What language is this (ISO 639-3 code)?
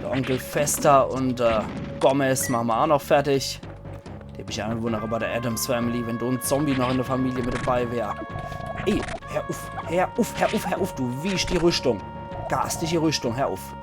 pfl